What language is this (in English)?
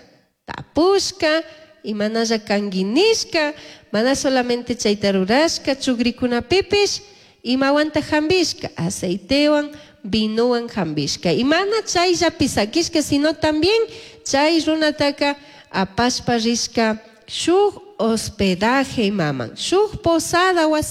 Chimborazo Highland Quichua